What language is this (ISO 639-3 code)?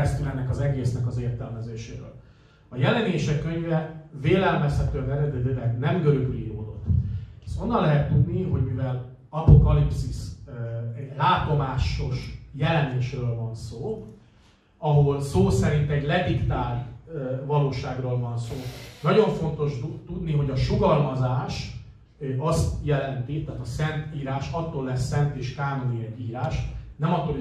hun